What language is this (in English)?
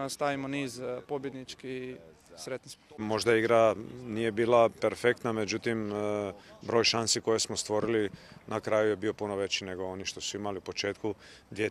Croatian